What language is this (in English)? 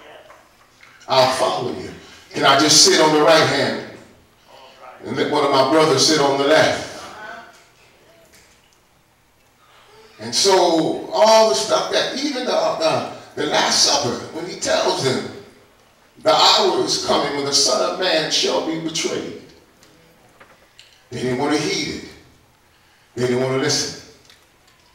English